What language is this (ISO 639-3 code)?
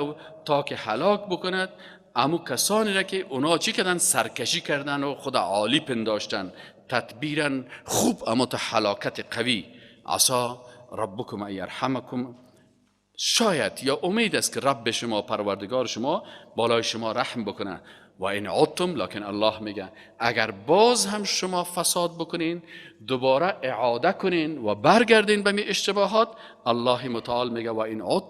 fas